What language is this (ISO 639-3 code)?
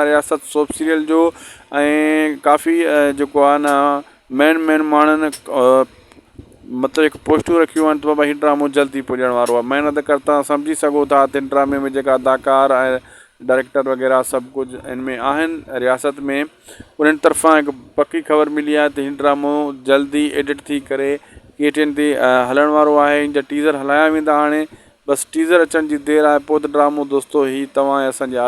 snd